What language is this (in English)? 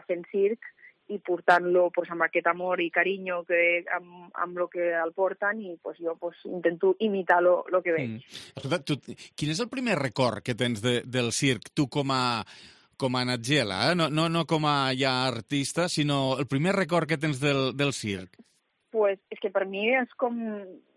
Catalan